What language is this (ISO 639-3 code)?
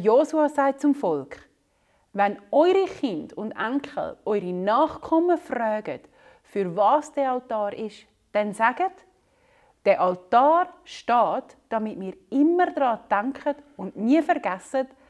gsw